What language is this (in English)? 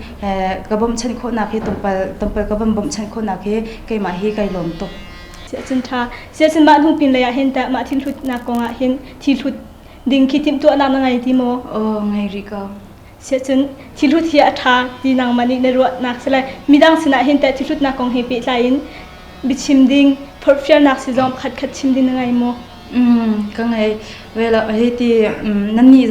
Hakha Chin